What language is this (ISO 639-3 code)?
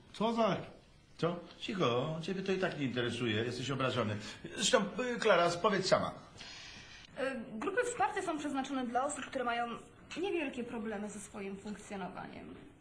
pol